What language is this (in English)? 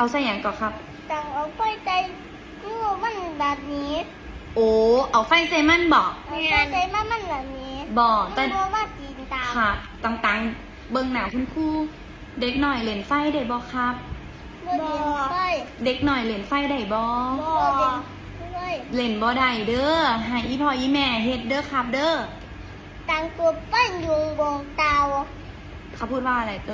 Northeastern Thai